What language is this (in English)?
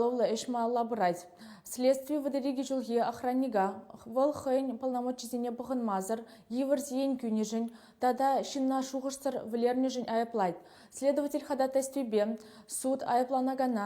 Chuvash